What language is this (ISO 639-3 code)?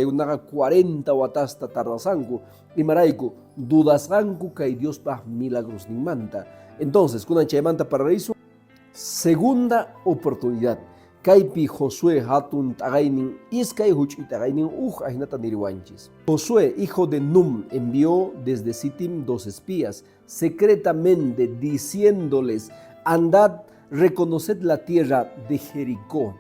que